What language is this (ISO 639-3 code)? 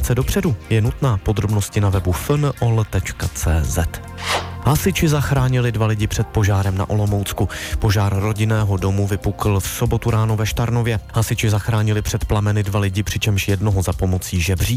ces